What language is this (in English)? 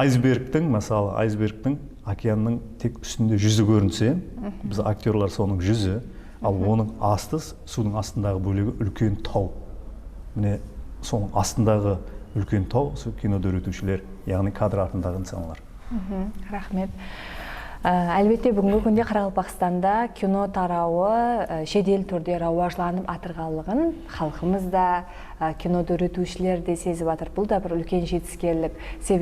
Kara-Kalpak